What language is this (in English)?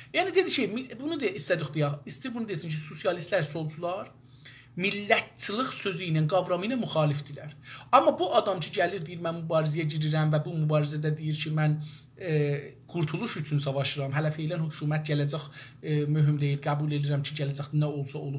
South Azerbaijani